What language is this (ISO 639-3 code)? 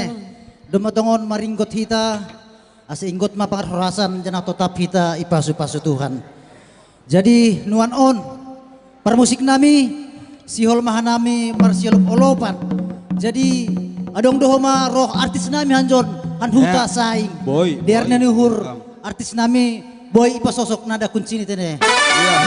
bts